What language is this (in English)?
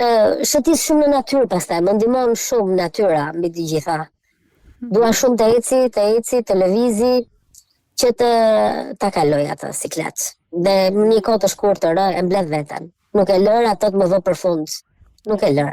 Albanian